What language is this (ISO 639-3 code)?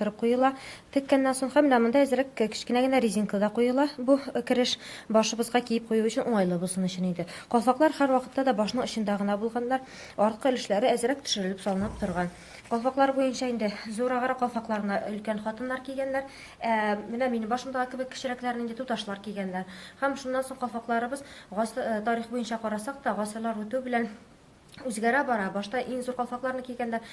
tat